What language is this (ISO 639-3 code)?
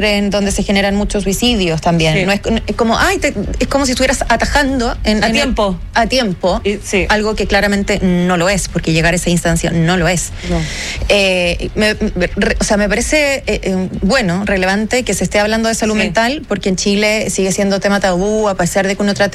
spa